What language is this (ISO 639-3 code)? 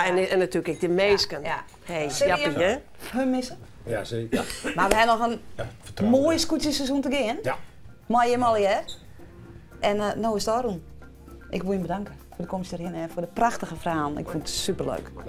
fry